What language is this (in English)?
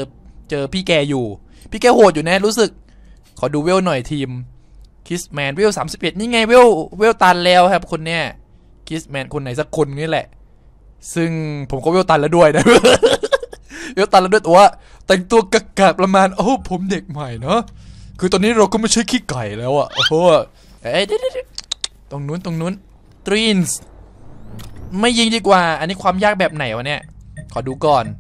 Thai